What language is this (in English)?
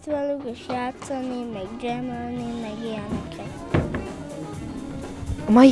Hungarian